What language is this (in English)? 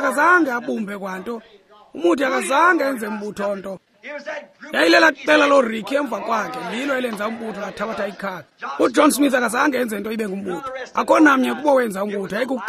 Xhosa